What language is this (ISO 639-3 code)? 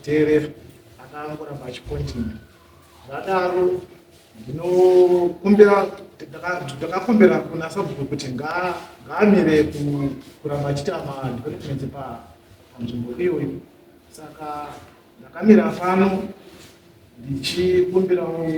sna